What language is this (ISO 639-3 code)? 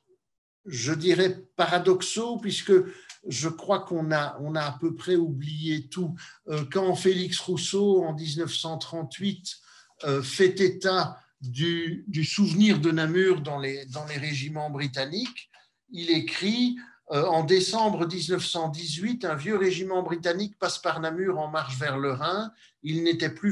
fra